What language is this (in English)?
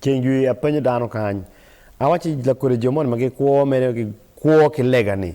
Acoli